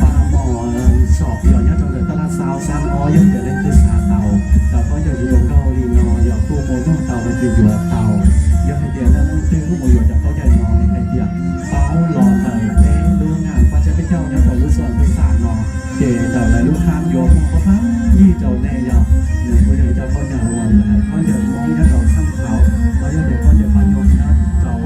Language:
Hmong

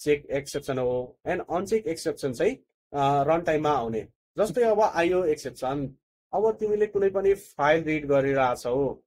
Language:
Nepali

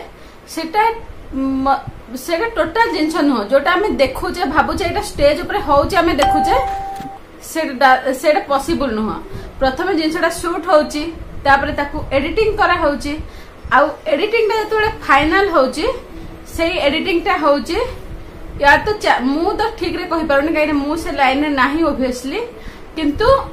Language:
Odia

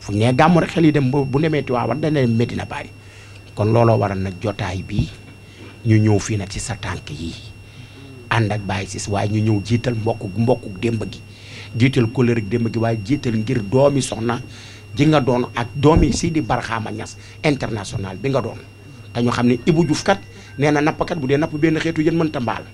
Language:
Wolof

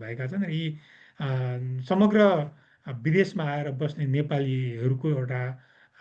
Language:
Nepali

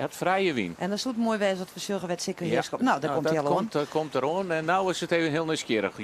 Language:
Western Frisian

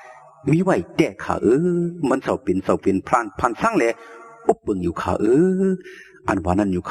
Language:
Shan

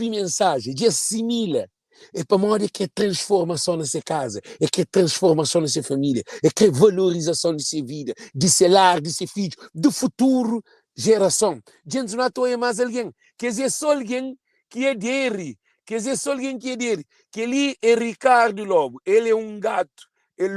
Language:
Kabuverdianu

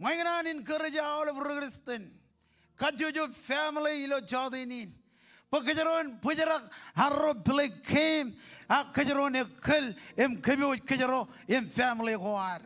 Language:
Marshallese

